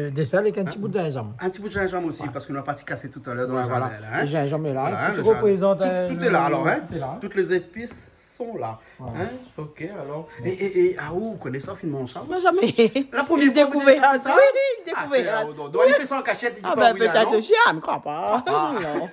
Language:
Réunion Creole French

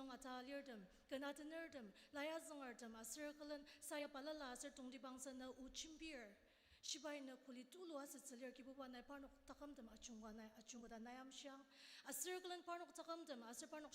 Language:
Ao Naga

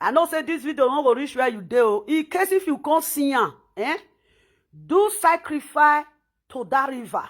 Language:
Nigerian Pidgin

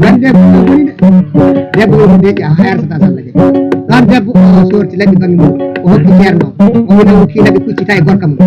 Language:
Fula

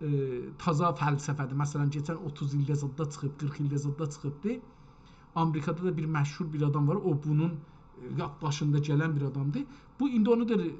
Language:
South Azerbaijani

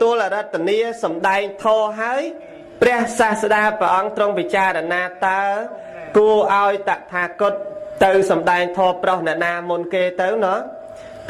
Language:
Khmer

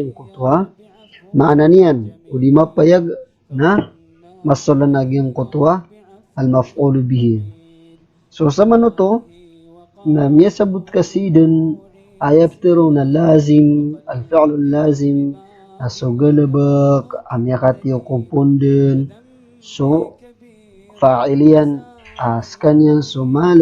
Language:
Maranao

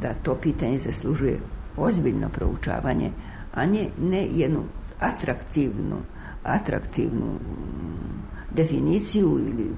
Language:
Serbian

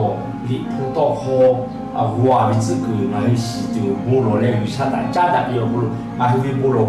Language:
Lahu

